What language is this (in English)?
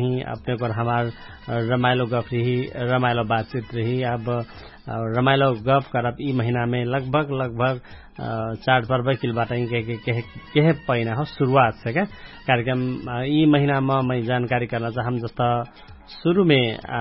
Dangaura Tharu